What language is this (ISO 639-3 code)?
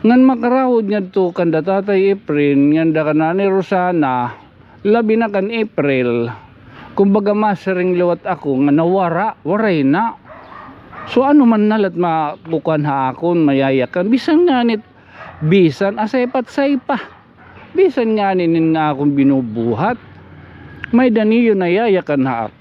war